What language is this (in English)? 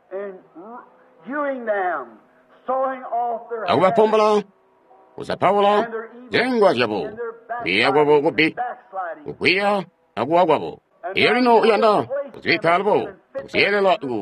Tonga (Zambia)